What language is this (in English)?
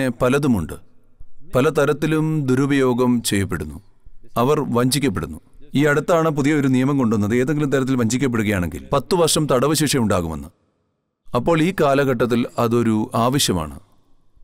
Malayalam